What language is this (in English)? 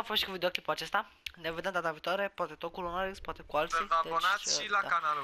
Romanian